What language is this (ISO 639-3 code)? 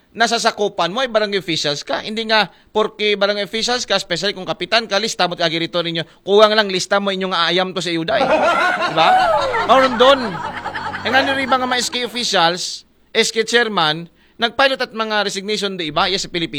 akl